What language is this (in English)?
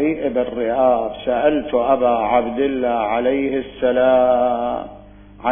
Mesopotamian Arabic